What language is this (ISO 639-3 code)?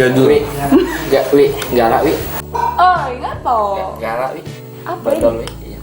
mui